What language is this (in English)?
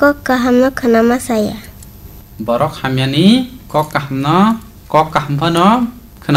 Kok Borok